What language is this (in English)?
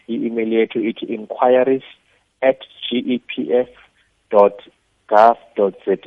South Ndebele